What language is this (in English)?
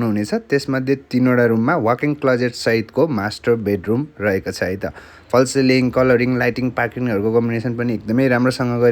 Nepali